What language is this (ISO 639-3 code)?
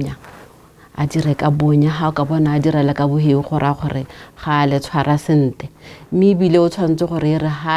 tsn